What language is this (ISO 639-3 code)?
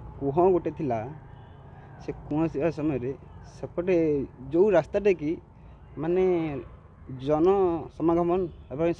ori